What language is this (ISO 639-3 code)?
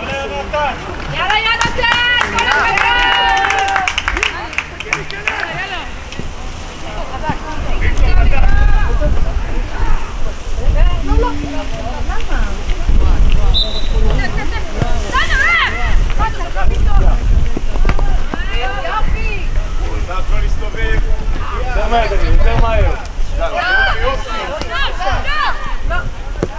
heb